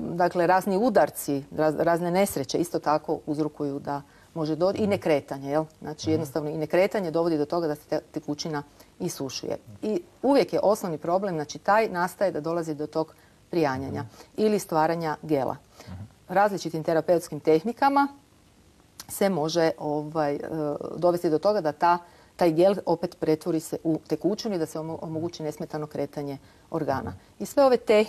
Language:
Croatian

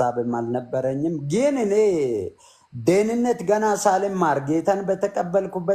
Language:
Amharic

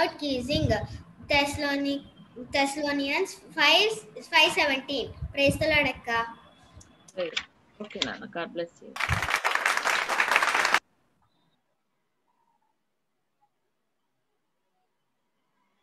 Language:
Telugu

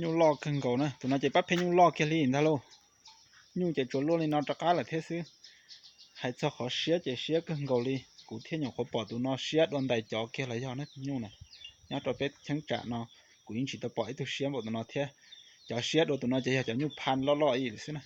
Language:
Hmong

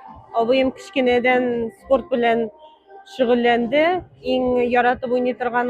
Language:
Tatar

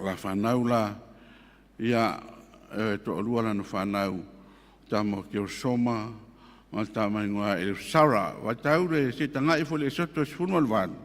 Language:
Samoan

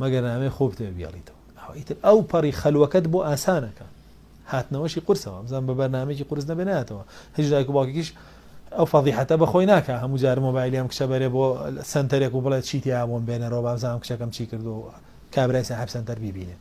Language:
Central Kurdish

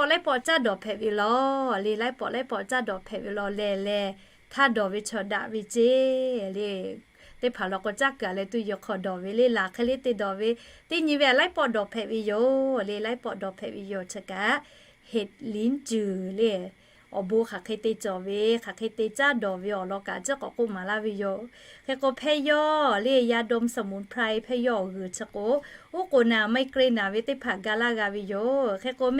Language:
Lahu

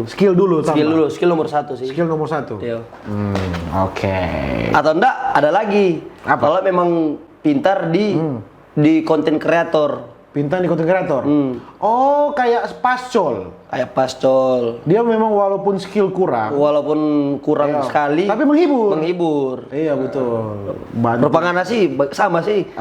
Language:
Manado Malay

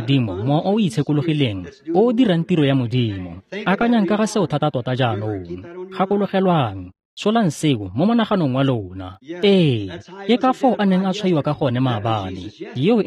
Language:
Tswana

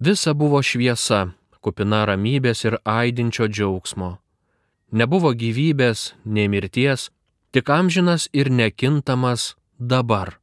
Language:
Lithuanian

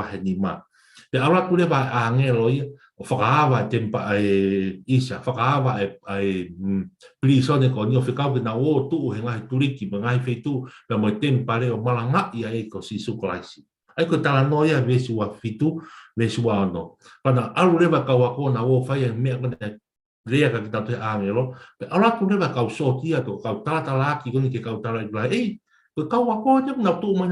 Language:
Tongan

